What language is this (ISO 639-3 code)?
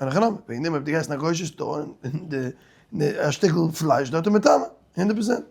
yid